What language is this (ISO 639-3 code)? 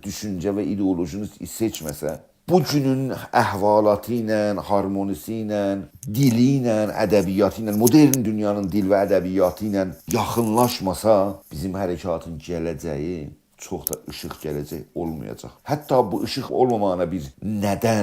azb